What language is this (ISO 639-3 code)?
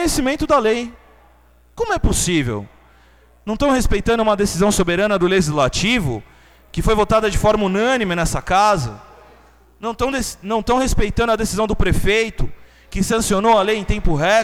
por